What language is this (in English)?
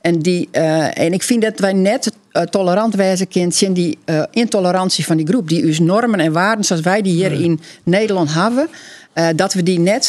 Western Frisian